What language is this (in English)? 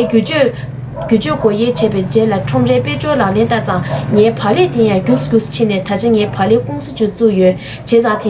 Tibetan